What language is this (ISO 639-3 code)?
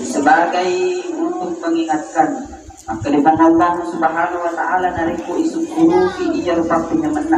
bug